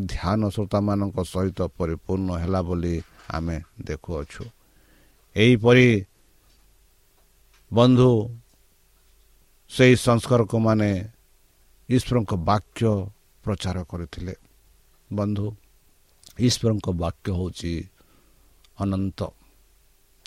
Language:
Odia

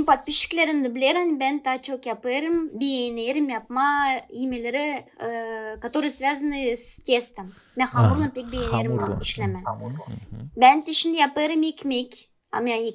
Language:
Gagauz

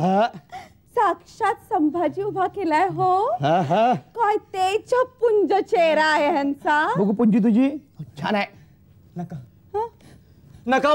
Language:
Marathi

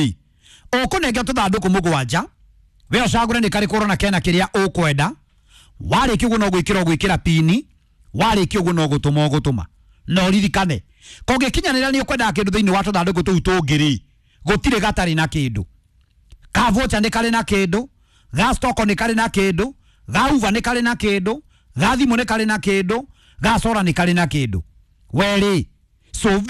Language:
Kikuyu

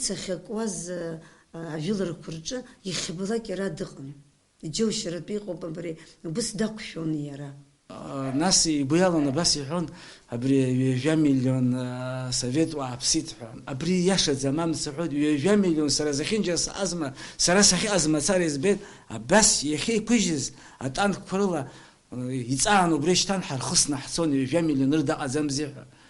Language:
Abkhazian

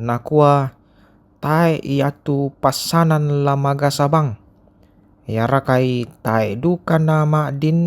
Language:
Toraja-Sa'dan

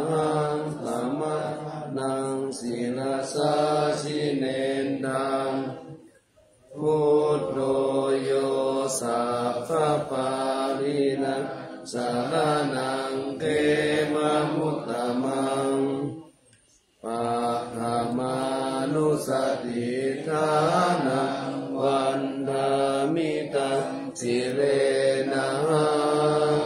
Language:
Pali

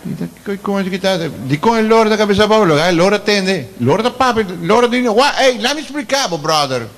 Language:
Papiamento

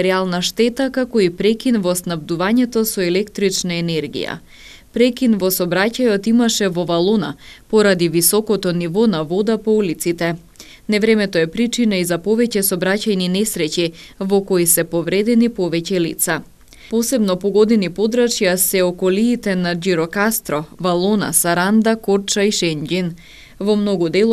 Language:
Macedonian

